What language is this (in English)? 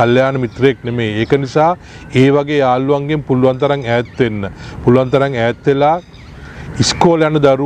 Sinhala